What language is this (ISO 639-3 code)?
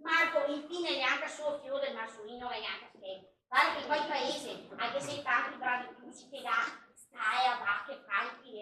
vec